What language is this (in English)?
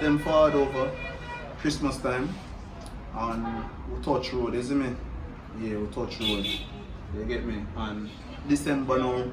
Jamaican Creole English